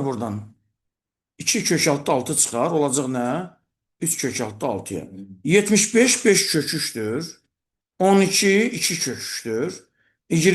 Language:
Azerbaijani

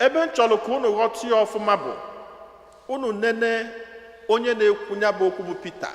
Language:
Igbo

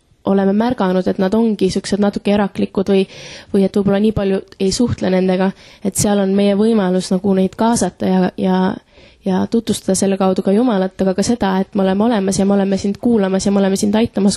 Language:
Estonian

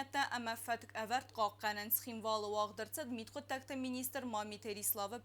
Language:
Ossetic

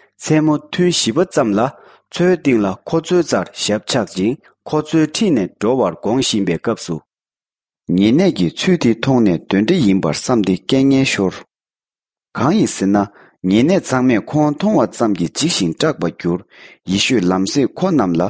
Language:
Tibetan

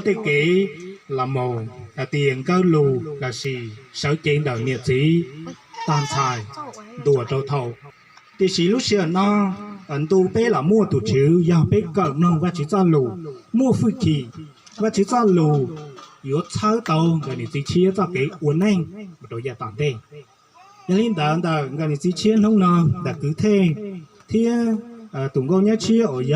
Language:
Hmong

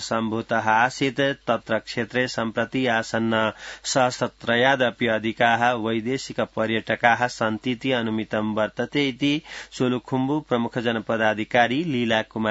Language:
Sanskrit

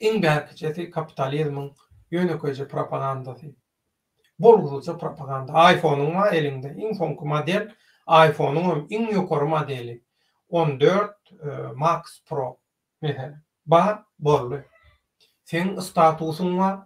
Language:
Turkmen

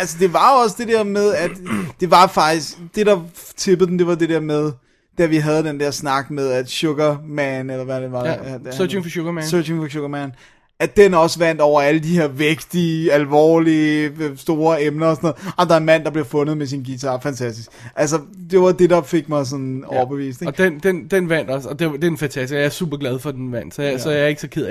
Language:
Danish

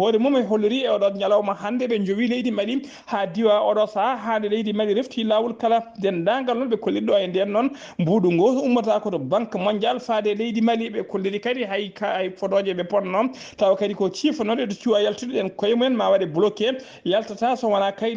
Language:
Fula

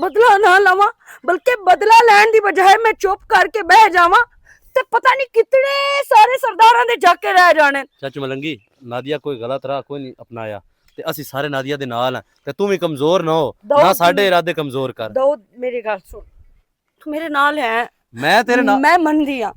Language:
Western Panjabi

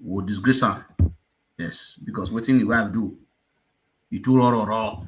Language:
Nigerian Pidgin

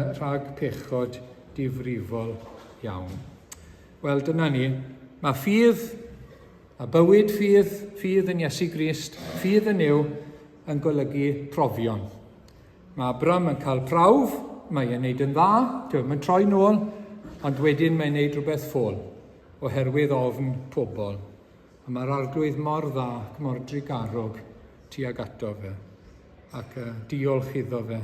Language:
Welsh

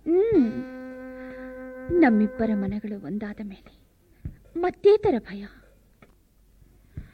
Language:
Kannada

